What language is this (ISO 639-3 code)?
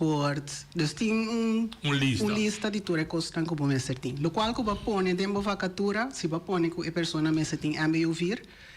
pap